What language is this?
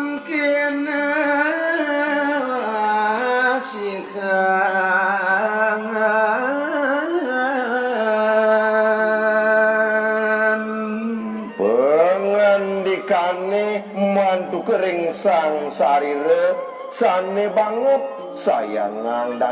Balinese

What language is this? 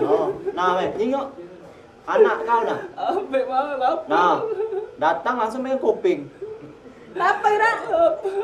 Musi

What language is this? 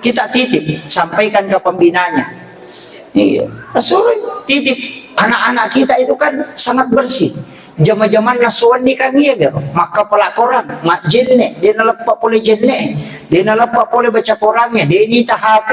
Buginese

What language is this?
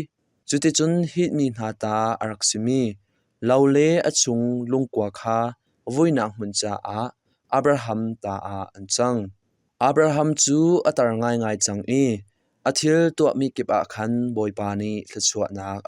Hakha Chin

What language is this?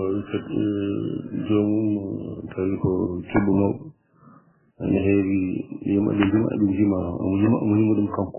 Fula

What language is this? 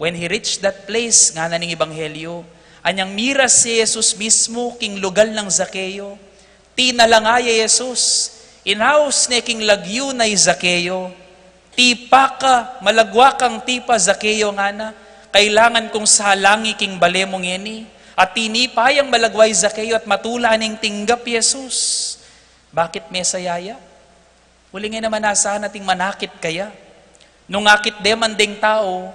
Pampanga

